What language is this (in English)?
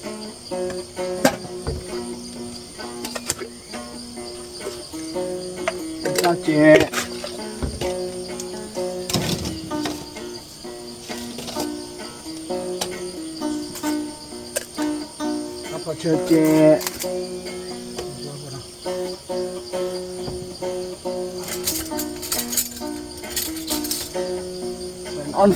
S'gaw Karen